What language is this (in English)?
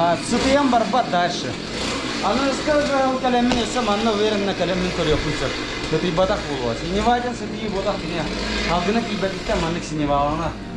Yakut